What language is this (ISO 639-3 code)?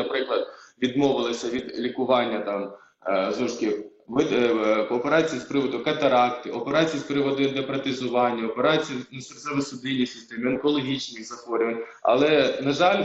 ukr